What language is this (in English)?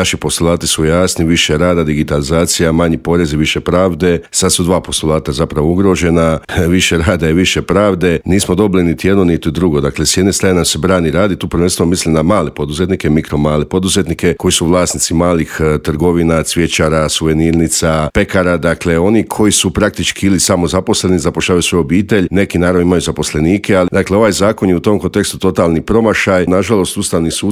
Croatian